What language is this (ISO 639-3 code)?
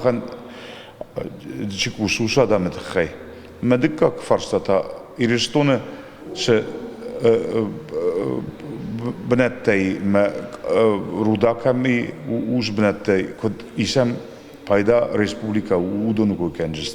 oss